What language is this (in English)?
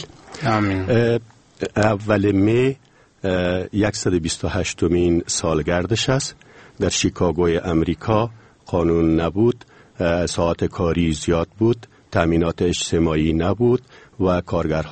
Persian